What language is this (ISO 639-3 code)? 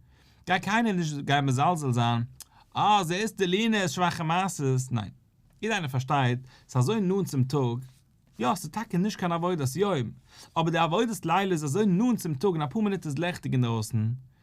yid